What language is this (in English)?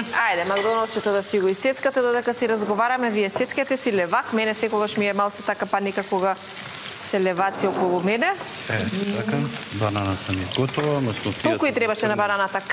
Macedonian